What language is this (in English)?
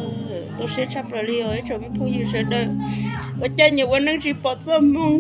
Hmong